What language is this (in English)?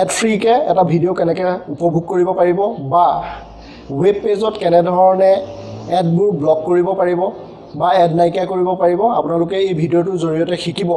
Assamese